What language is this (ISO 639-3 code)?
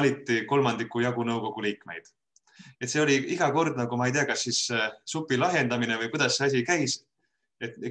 est